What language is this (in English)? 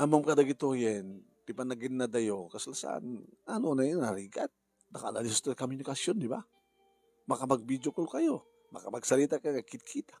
Iloko